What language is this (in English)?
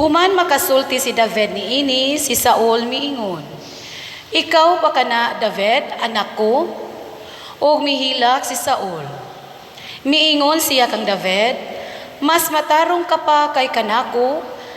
Cebuano